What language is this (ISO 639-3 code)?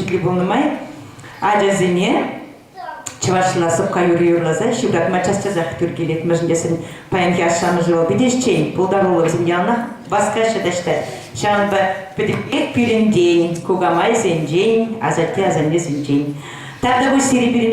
chv